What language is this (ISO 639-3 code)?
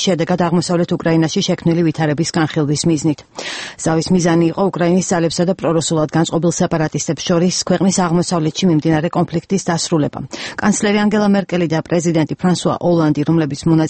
kat